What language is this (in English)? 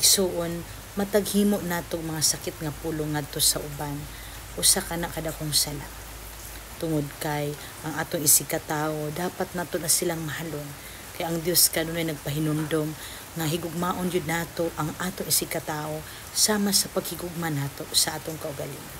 Cebuano